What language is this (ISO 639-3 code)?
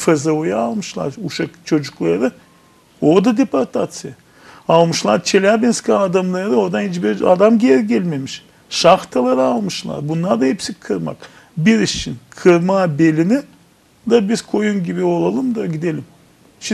gag